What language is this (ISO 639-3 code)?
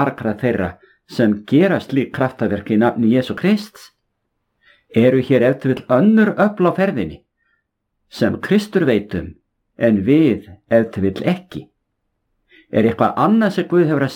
isl